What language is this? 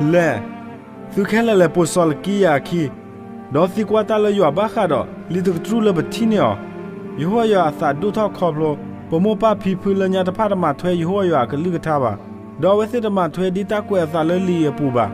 S'gaw Karen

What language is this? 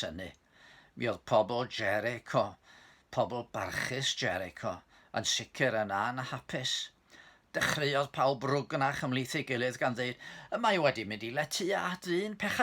Welsh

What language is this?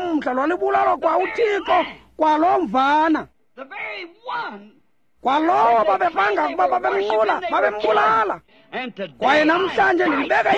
Xhosa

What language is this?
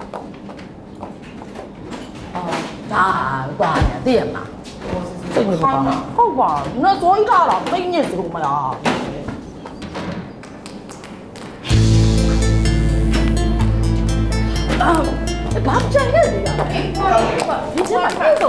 Burmese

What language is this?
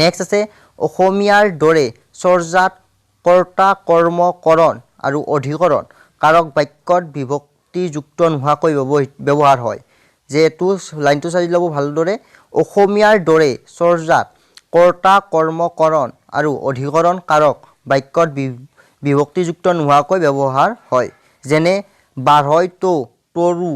Assamese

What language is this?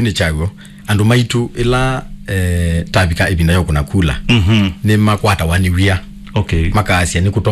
Kamba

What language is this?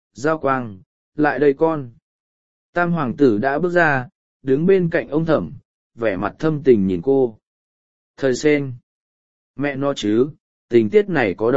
Vietnamese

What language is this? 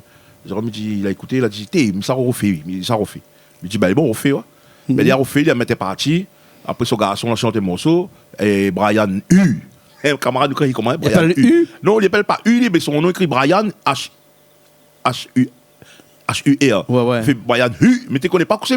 Réunion Creole French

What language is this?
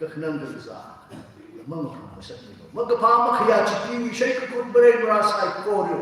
Tangkhul Naga (India)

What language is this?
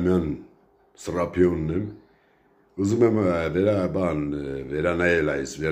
Armenian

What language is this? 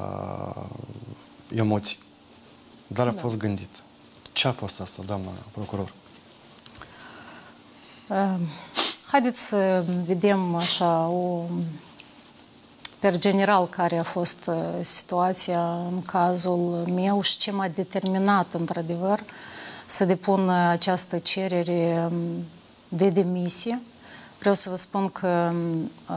Romanian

